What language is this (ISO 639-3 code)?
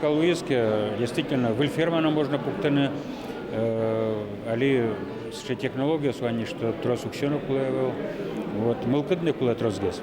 udm